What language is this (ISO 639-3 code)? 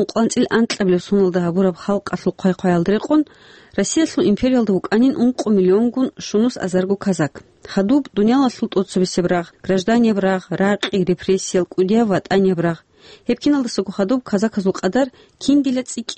ava